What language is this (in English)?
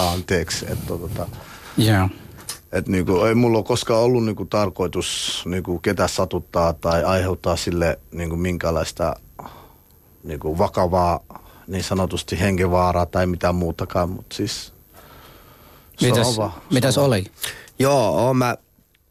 Finnish